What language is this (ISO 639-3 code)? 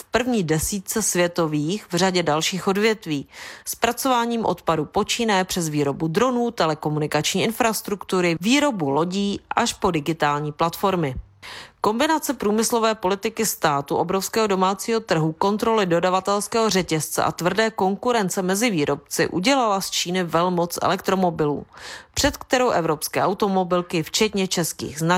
ces